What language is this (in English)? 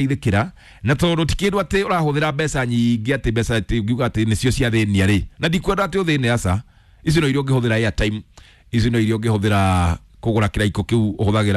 Kikuyu